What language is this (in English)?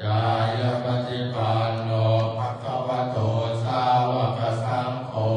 Pali